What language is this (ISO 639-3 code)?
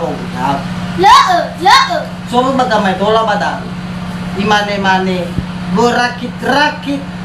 nia